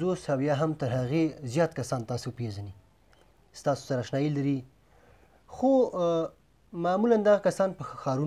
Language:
Pashto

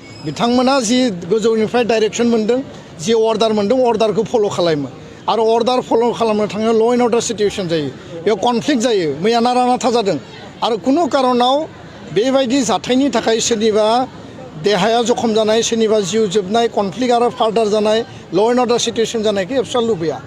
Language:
Bodo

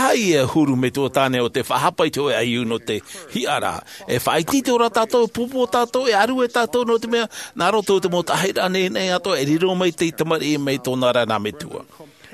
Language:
Tahitian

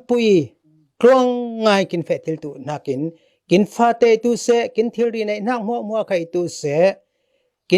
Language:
Falam Chin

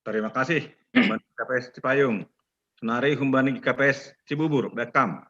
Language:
Batak Simalungun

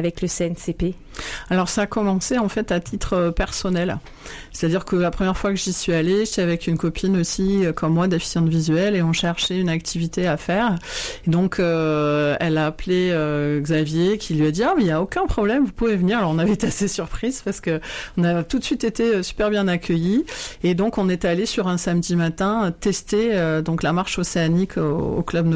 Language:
French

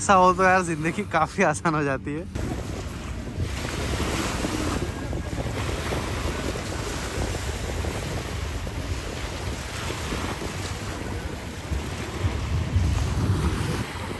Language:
Hindi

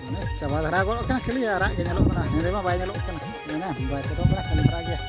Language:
Santali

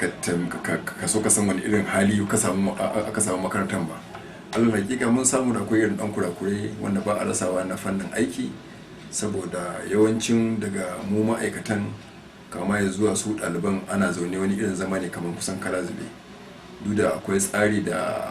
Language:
Hausa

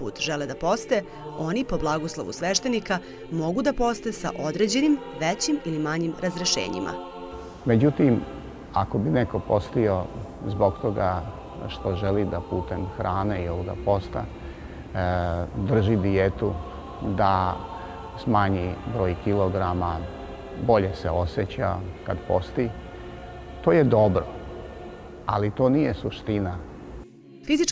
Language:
Serbian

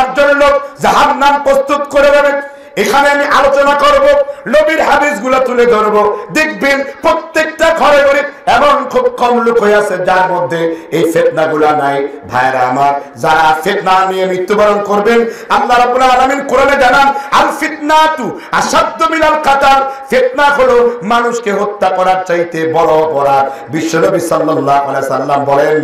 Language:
Bangla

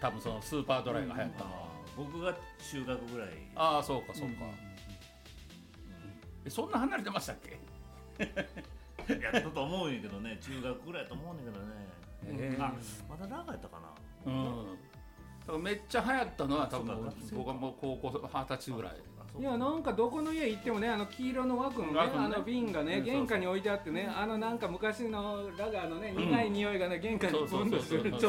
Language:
Japanese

